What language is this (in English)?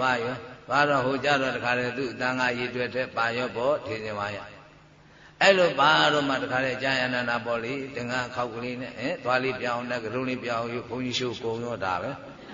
Burmese